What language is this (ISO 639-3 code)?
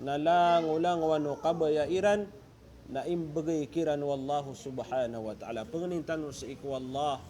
mrw